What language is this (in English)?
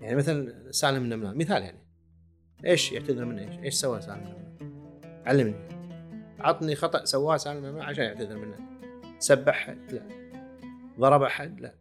Gulf Arabic